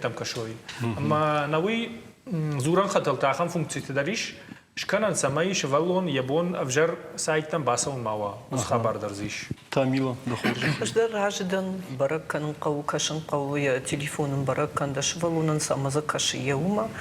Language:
Ossetic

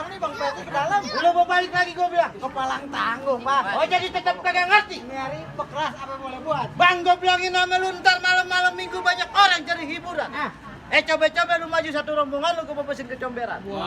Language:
Betawi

